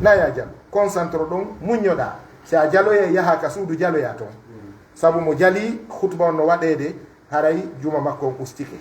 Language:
Pular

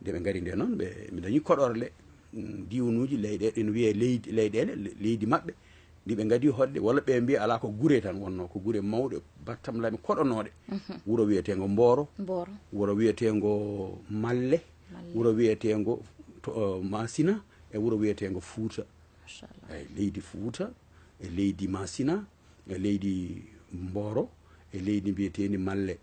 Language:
Fula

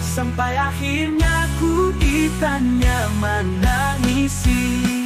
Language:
Banjar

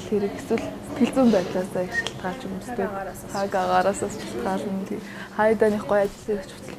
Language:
Mongolian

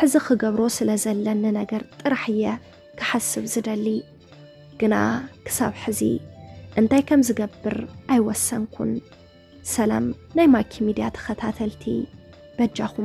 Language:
Tigrinya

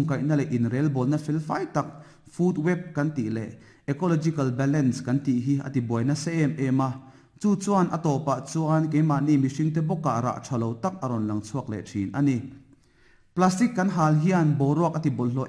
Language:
Mizo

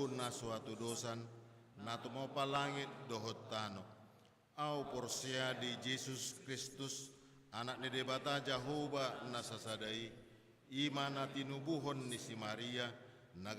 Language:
Batak Toba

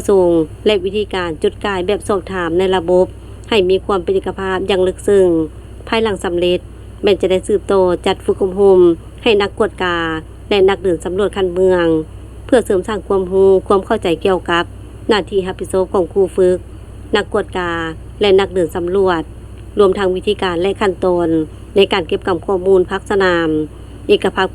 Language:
Lao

